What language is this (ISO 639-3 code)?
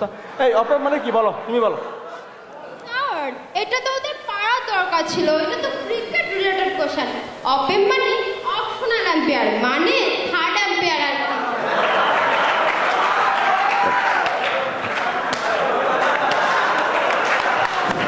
ben